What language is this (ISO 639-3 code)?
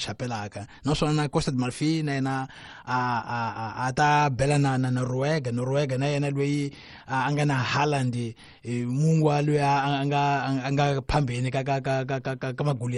tso